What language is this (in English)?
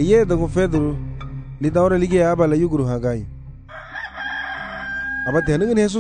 Garifuna